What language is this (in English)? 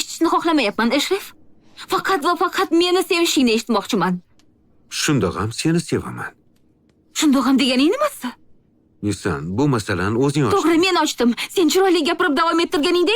Uzbek